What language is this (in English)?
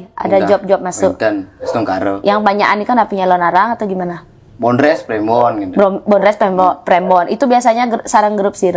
Balinese